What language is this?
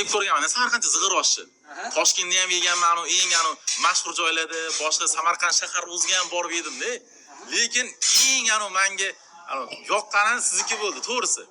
Uzbek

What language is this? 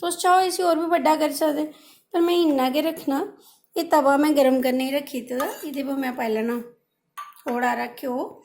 Dogri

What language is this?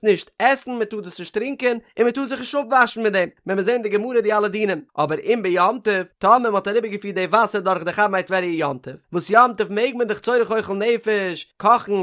Yiddish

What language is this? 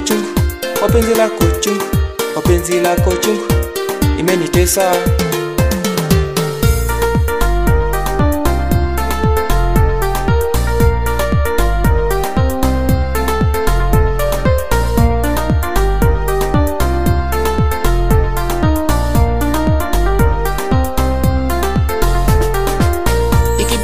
Swahili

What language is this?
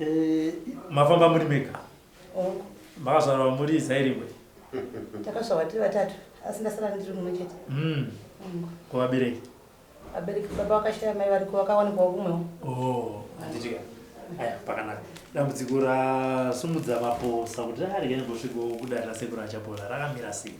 Shona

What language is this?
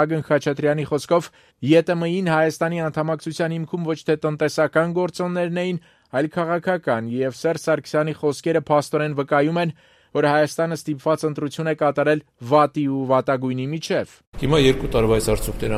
Armenian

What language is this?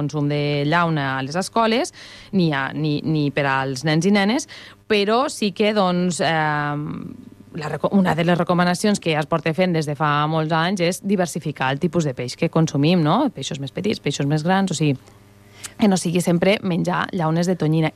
Catalan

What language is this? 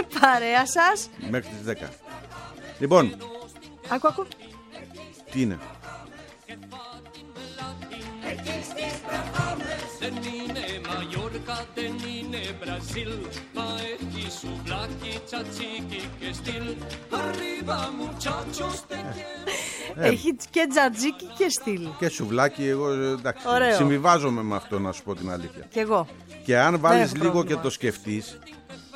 Greek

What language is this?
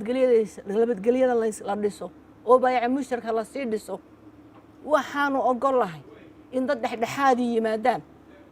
Somali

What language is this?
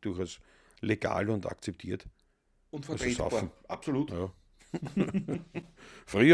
Bavarian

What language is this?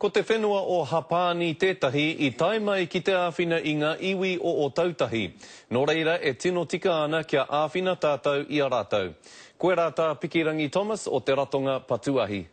Māori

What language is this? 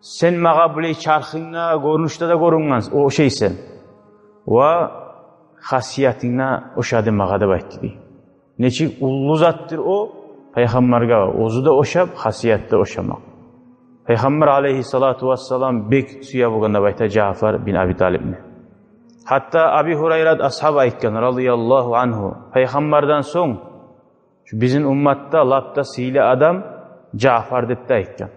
Kumyk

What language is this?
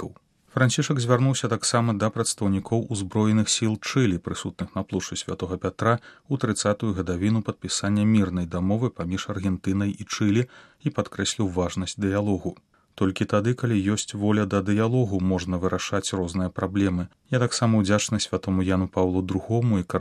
Belarusian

